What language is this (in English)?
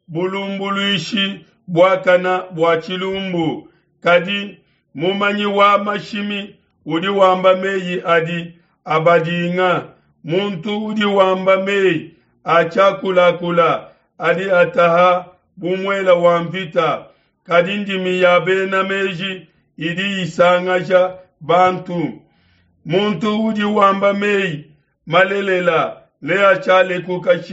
Luba-Lulua